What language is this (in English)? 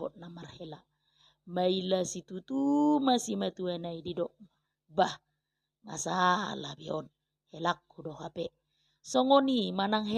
Batak Toba